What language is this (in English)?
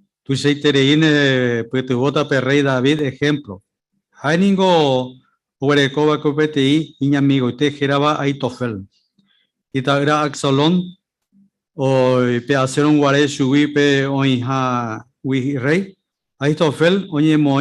Guarani